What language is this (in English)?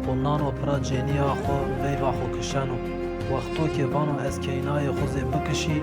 Zaza